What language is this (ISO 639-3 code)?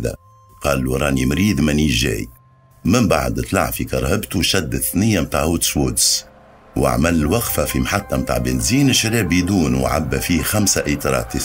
aeb